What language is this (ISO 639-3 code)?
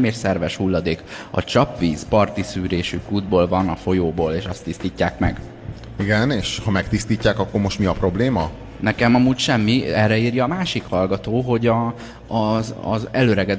hun